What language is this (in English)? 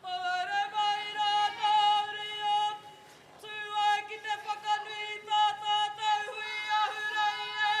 Māori